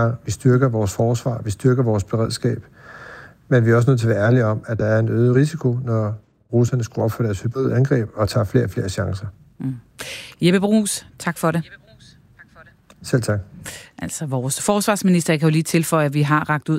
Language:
Danish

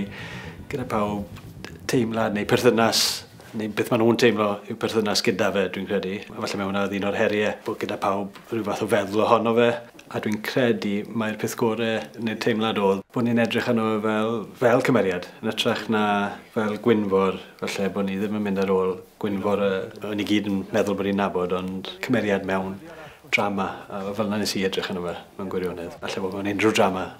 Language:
Welsh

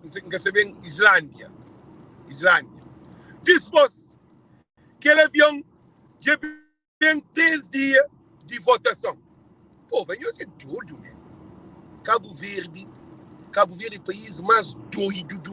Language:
Kabuverdianu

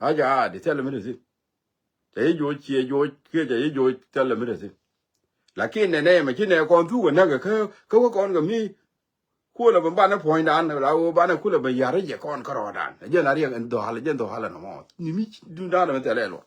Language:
Nuer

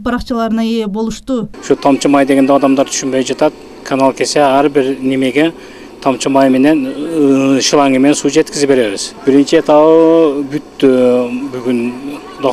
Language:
Kyrgyz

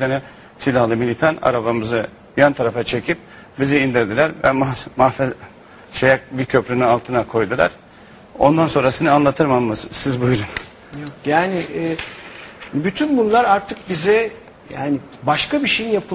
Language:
Turkish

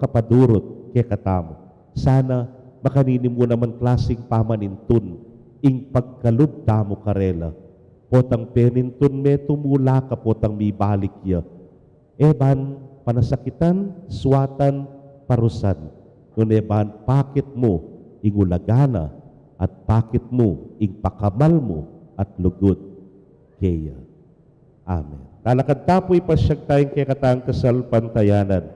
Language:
Pampanga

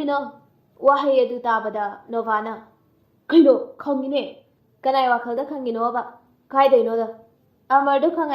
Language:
Manipuri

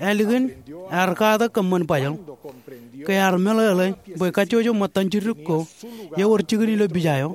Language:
Marshallese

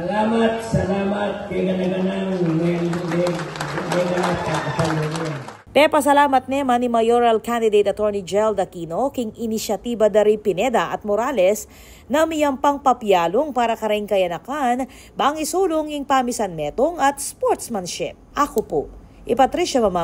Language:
Pampanga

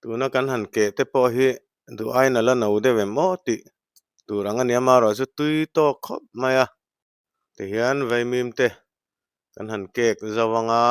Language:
Mizo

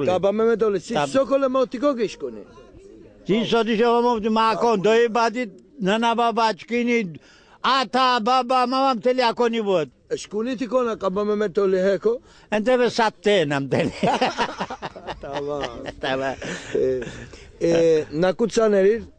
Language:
Laz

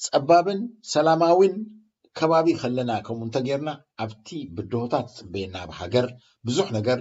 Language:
Tigrinya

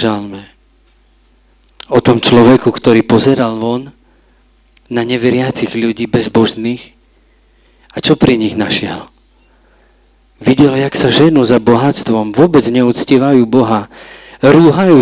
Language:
Slovak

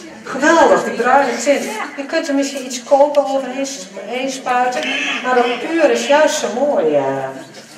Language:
Dutch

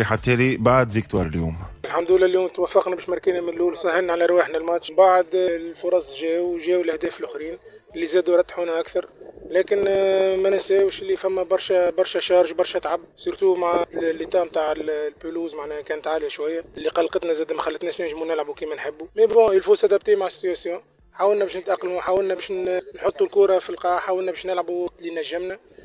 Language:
Tunisian Arabic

